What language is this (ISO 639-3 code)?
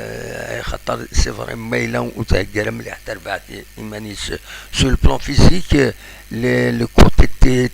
kab